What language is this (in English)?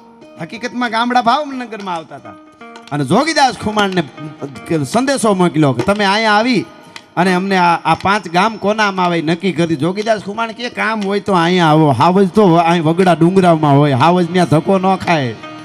Gujarati